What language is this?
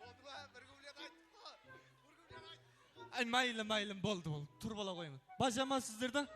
Kara-Kalpak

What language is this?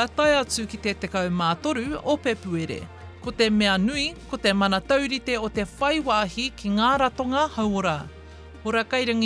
Māori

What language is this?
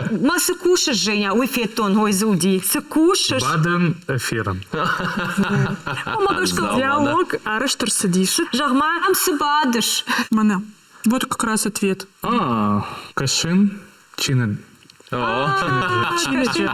Ossetic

